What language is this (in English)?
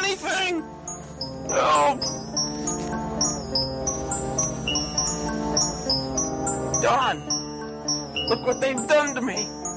English